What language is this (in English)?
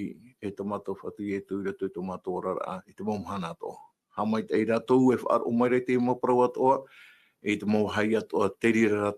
Tahitian